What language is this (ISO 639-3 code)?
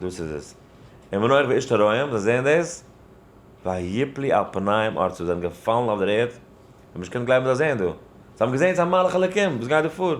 yid